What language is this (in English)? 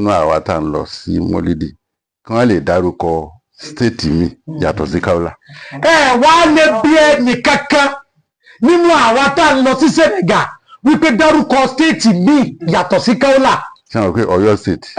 Yoruba